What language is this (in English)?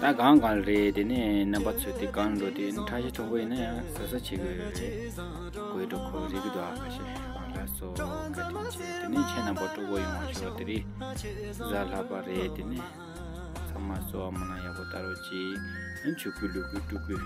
Tibetan